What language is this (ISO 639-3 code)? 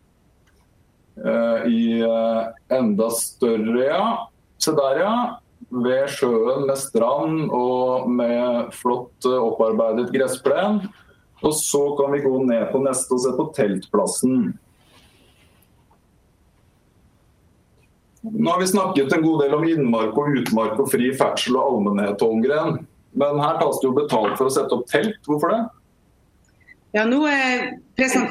nor